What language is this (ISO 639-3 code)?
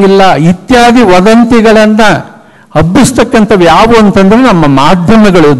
kan